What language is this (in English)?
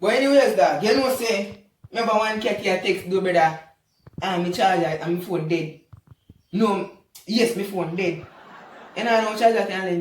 Jamaican Creole English